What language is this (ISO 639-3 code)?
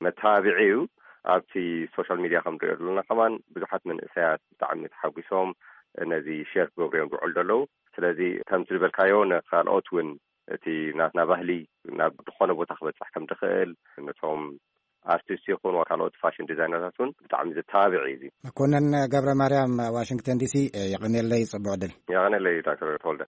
tir